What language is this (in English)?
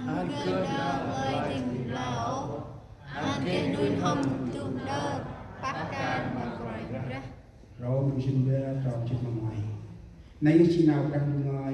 Central Mnong